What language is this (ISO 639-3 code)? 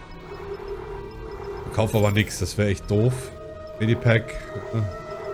deu